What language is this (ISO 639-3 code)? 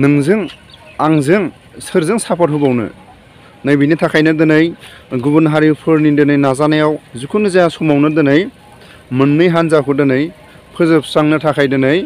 brx